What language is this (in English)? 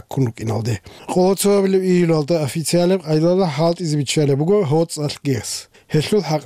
Avaric